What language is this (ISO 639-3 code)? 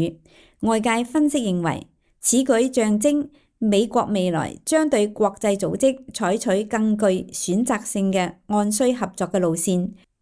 yue